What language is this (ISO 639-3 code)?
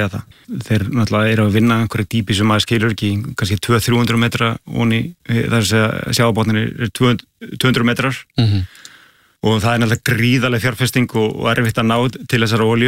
isl